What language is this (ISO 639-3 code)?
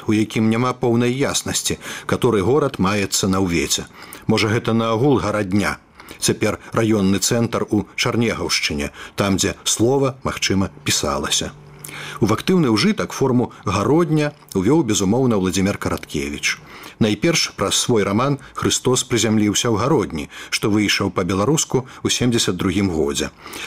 bel